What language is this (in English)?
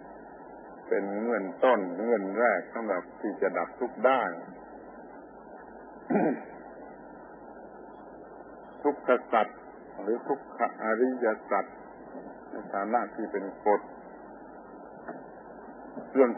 Thai